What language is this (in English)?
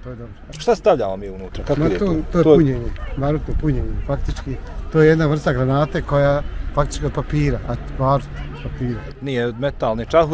Bosnian